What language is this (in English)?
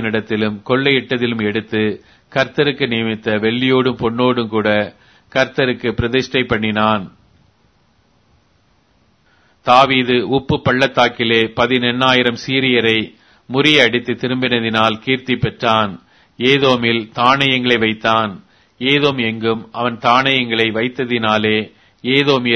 Tamil